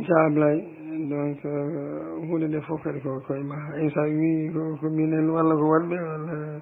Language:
Fula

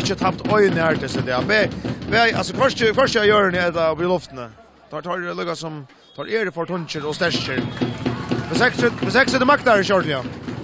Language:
Faroese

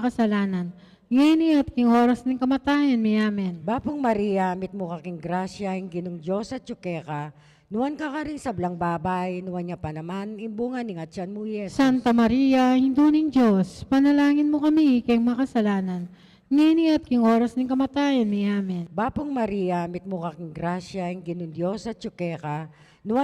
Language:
Pampanga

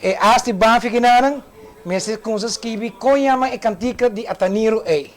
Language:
Papiamento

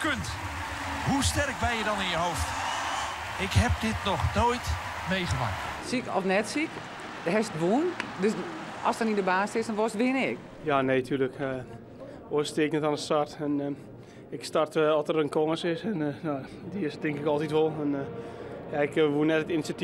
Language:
Western Frisian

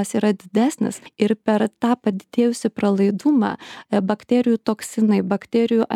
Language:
Lithuanian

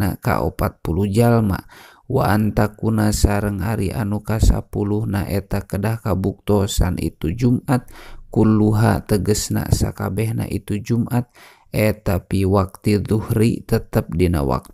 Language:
Sundanese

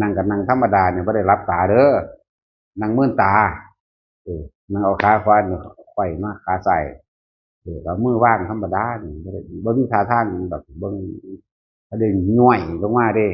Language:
Northeastern Thai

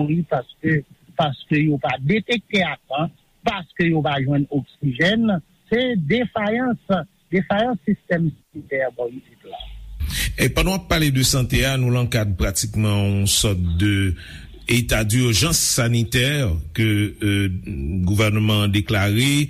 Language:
Haitian Creole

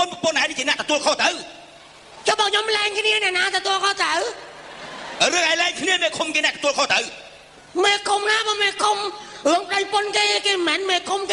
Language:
Khmer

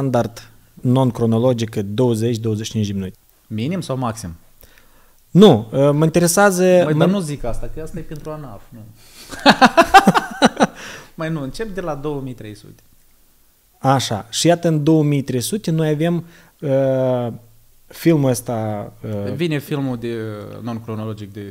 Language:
Romanian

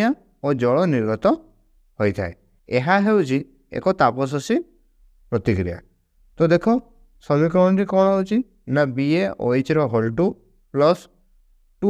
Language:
Odia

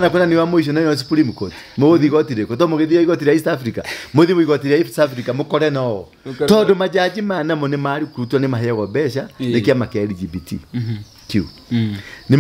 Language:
Kikuyu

